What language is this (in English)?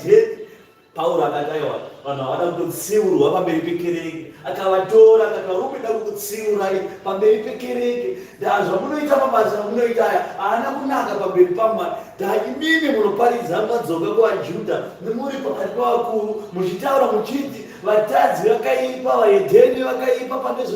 Shona